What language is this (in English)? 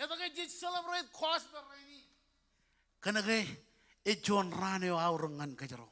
Marshallese